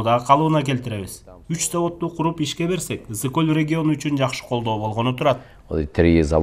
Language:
Kyrgyz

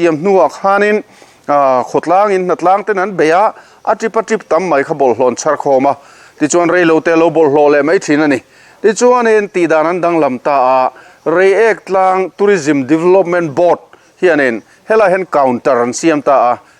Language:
Mizo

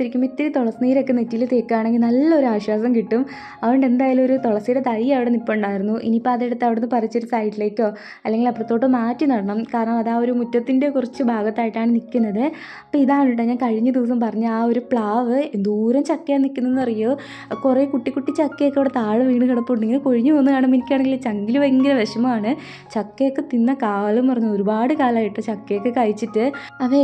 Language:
Malayalam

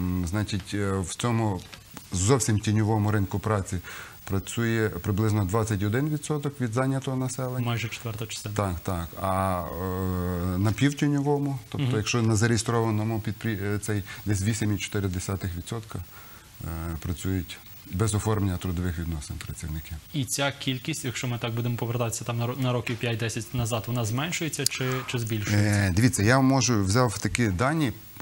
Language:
Ukrainian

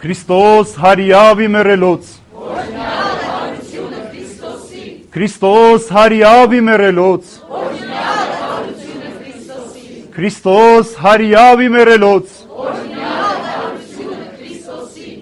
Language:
Armenian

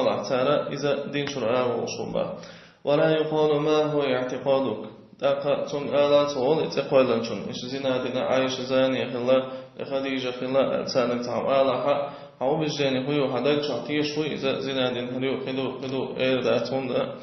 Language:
Chechen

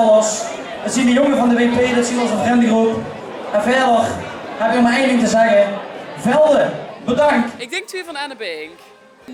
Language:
Limburgish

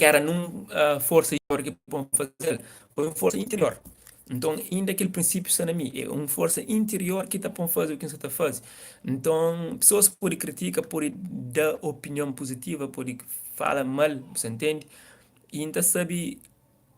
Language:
Kabuverdianu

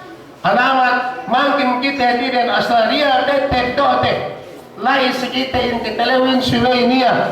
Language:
Yakan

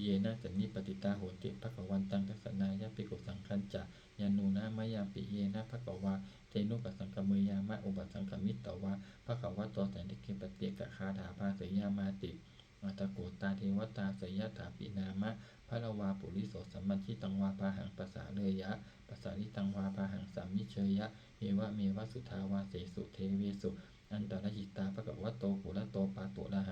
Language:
Pali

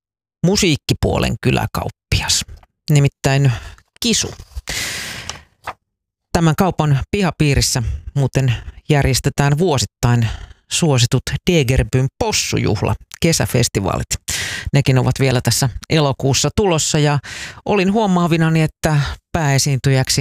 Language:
Finnish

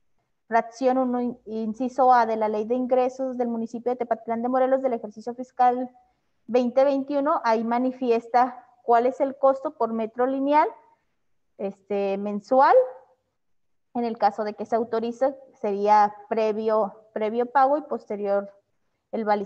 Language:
Spanish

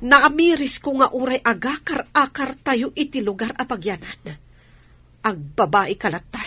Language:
Iloko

